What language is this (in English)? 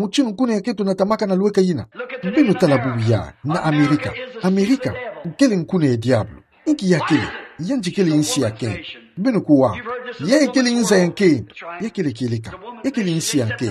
Kituba (Democratic Republic of Congo)